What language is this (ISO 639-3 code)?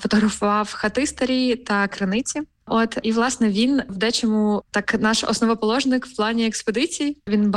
ukr